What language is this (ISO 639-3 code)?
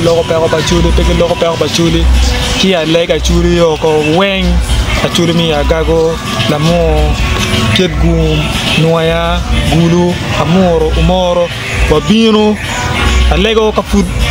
ach